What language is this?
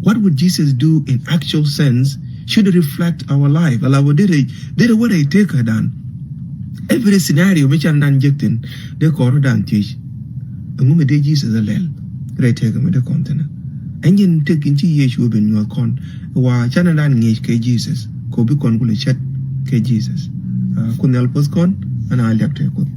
Nuer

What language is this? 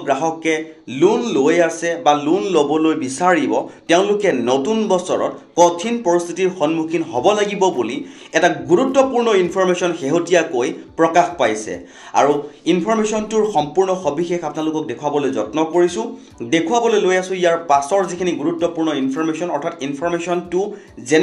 Assamese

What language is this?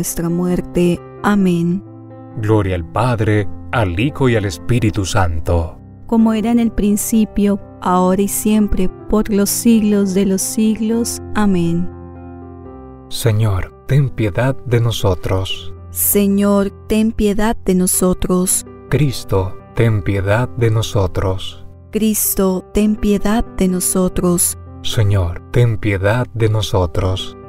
Spanish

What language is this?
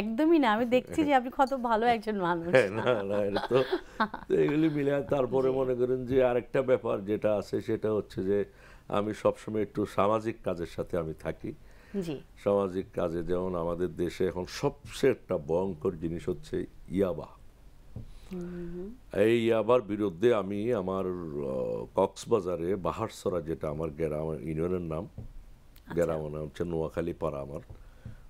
Bangla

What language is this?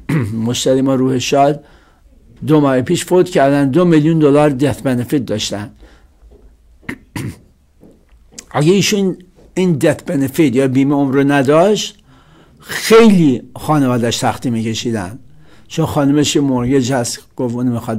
Persian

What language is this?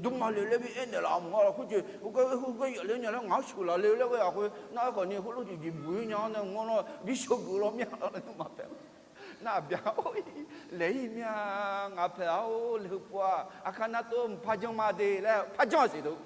Akha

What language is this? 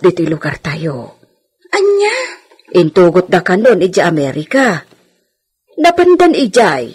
Iloko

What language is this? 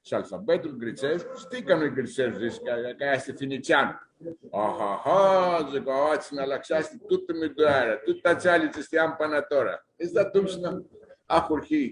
Aromanian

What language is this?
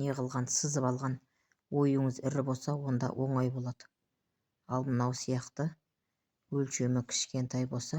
Kazakh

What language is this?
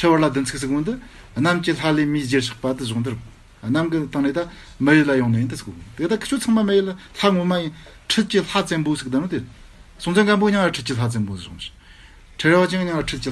Tibetan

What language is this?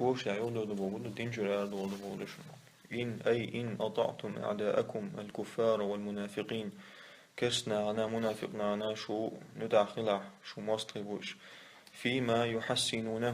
Chechen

